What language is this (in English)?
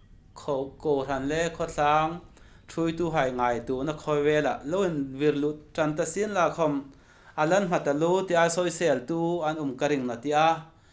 Hmar